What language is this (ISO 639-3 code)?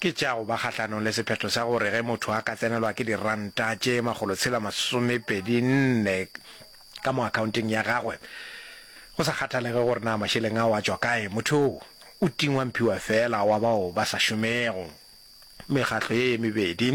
nso